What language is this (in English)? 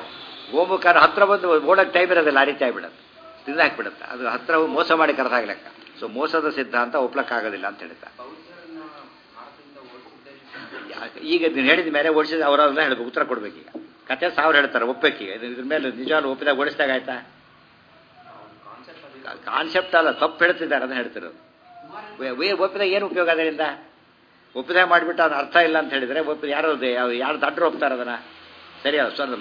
Kannada